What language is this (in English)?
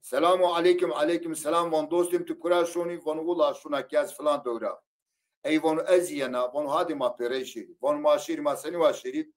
Zaza